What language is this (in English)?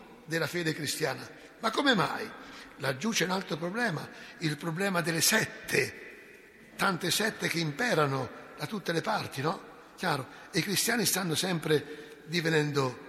Italian